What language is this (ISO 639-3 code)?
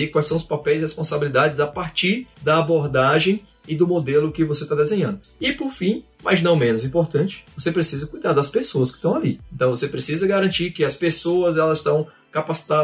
por